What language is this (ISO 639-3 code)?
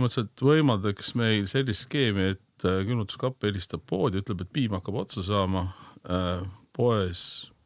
est